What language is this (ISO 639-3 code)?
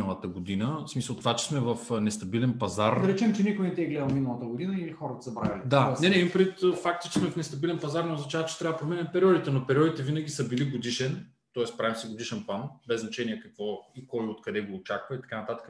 bul